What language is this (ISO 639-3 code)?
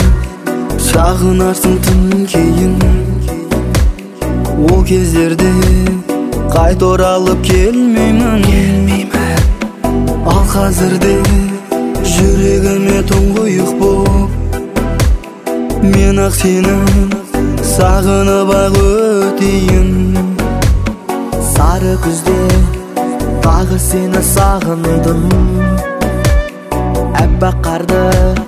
kaz